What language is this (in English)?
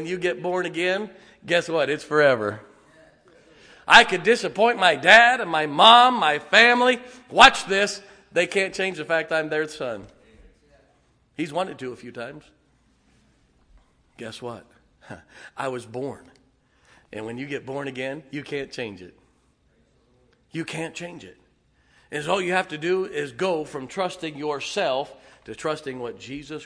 English